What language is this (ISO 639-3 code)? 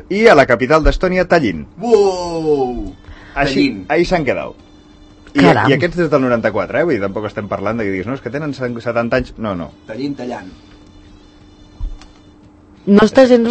cat